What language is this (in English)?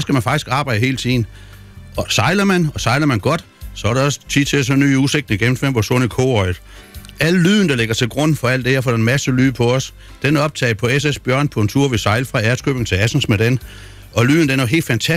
Danish